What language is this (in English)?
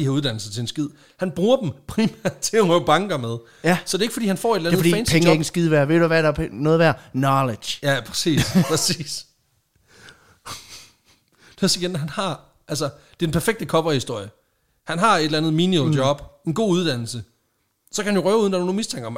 Danish